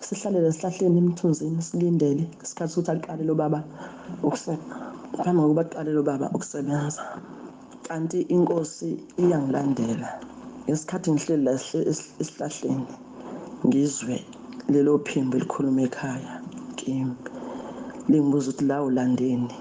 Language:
Zulu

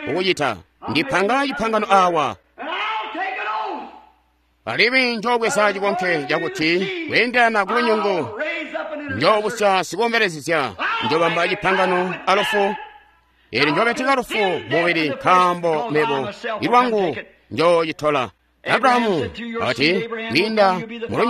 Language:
Tonga (Zambia)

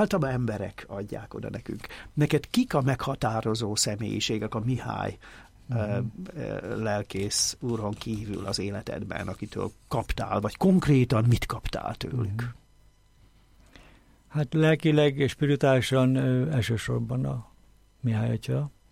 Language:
Hungarian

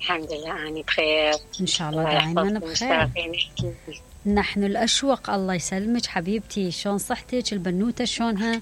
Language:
Mesopotamian Arabic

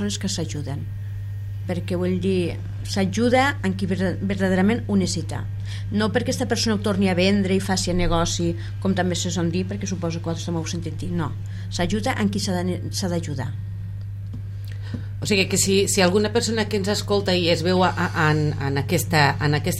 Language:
Catalan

